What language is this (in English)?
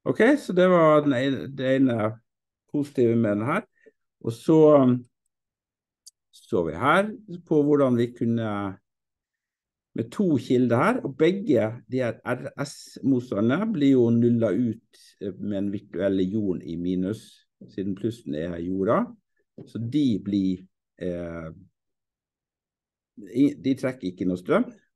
Norwegian